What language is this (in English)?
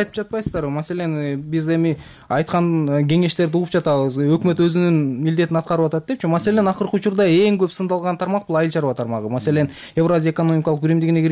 Kyrgyz